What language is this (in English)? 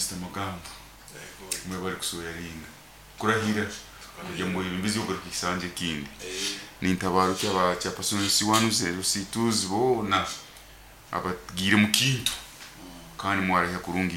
Nyoro